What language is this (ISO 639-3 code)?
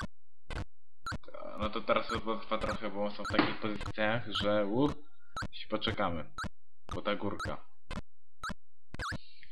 pol